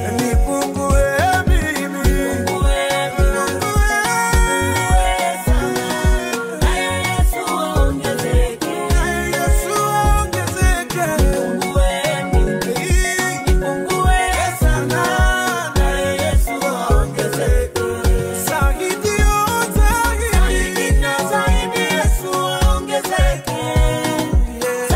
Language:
Swahili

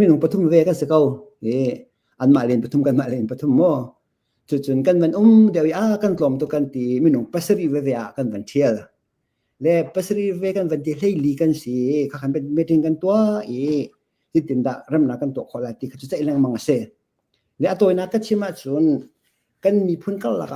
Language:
Hakha Chin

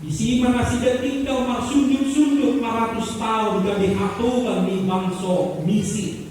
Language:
Batak Toba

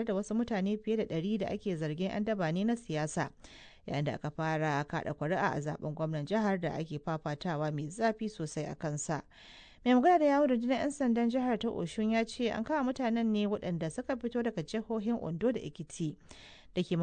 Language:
Hausa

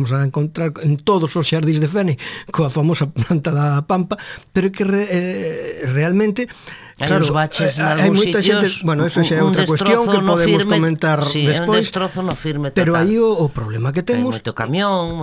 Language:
Galician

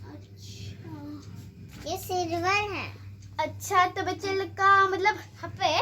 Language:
Santali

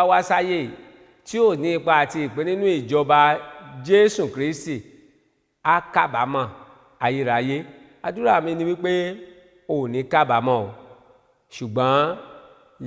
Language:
Yoruba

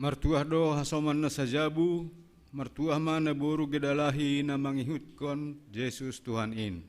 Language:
Batak Simalungun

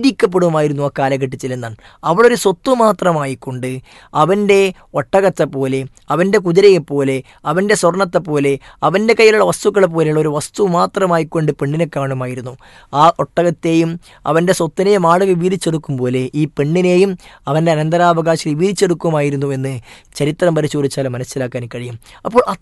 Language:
Malayalam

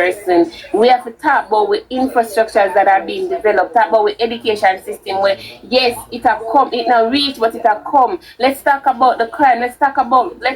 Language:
Jamaican Creole English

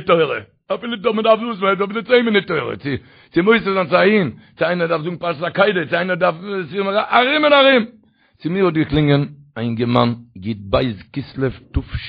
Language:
Yiddish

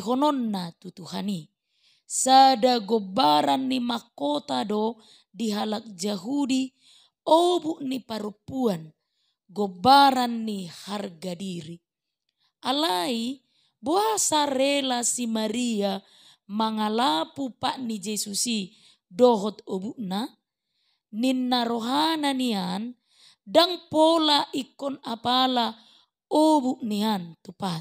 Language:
Batak Toba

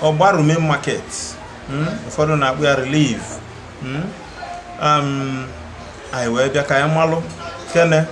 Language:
Igbo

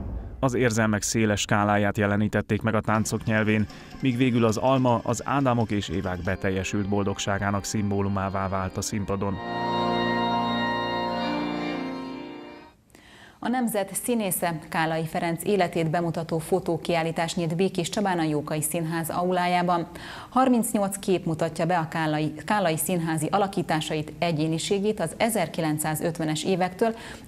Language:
Hungarian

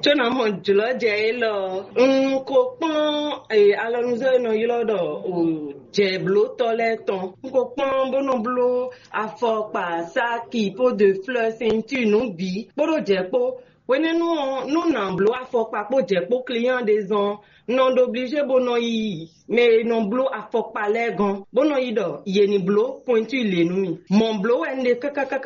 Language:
Fon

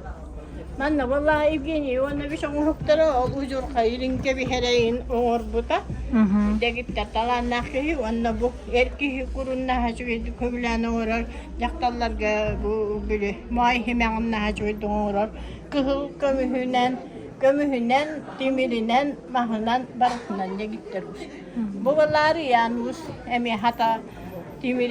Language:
Yakut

